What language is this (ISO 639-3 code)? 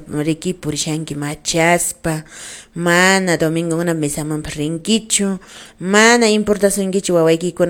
que